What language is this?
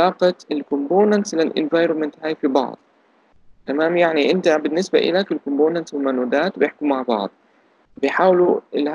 South Levantine Arabic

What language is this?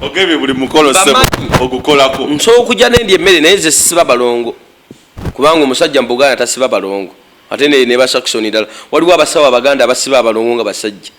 Ganda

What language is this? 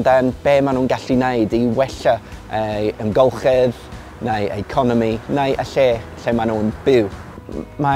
Welsh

